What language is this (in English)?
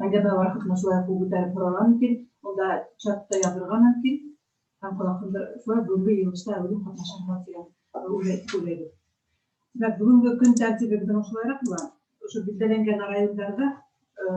Bashkir